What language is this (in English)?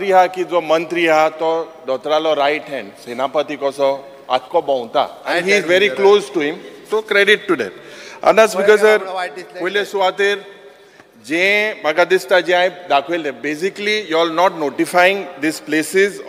Konkani